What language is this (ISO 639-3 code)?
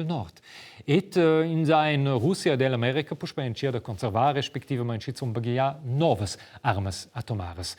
roh